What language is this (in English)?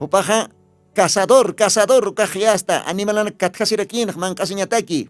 Aymara